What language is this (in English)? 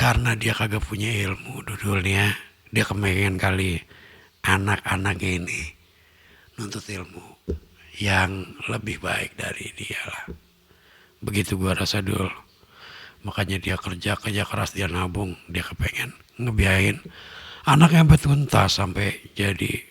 Betawi